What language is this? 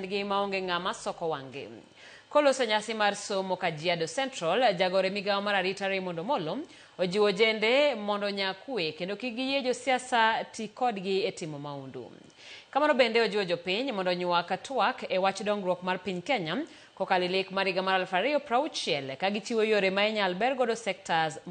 Luo (Kenya and Tanzania)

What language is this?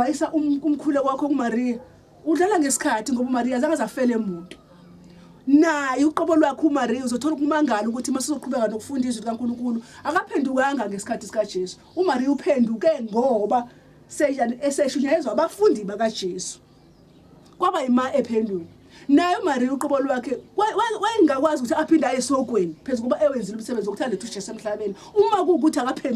Zulu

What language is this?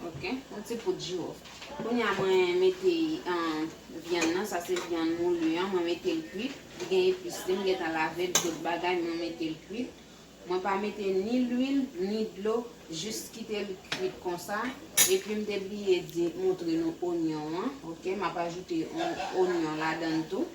Haitian Creole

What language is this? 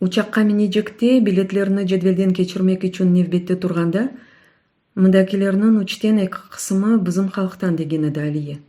Crimean Tatar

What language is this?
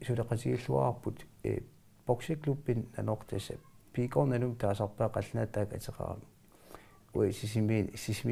Kalaallisut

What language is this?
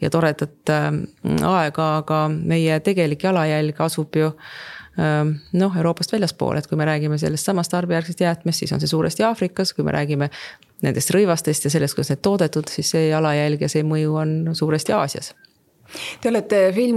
Estonian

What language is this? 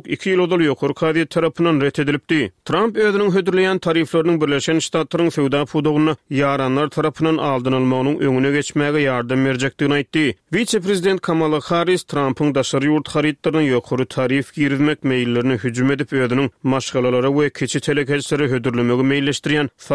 Turkmen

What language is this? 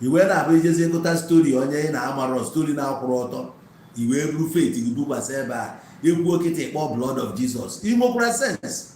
Igbo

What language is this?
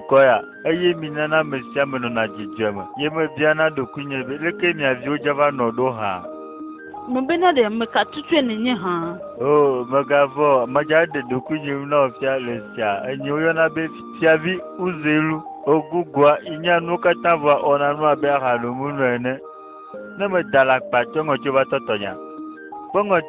Ewe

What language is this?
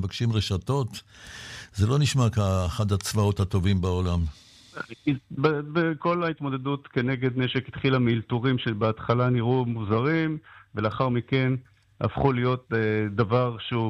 Hebrew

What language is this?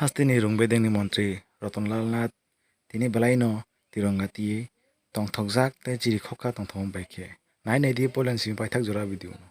Kok Borok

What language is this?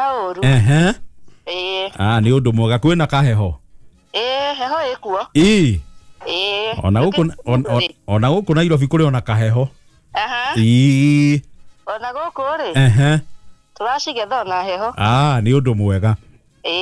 Kikuyu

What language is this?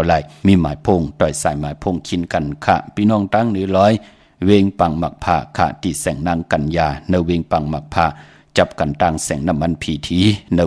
Shan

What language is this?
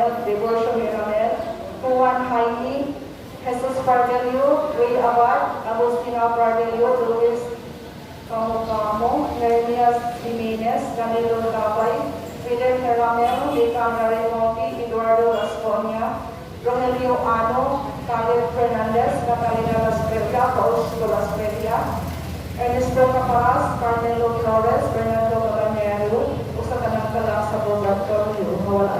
Cebuano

